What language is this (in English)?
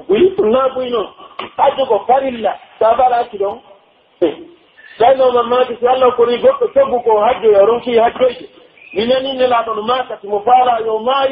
Pular